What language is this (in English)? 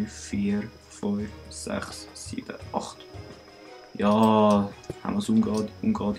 Swiss German